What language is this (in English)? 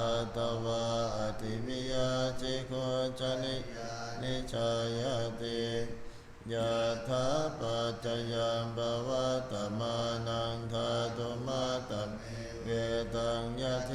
Pali